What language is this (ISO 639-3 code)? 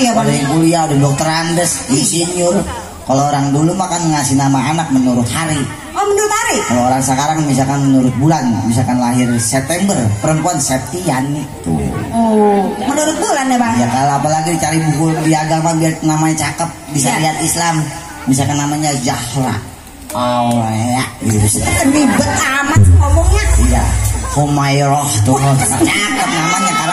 bew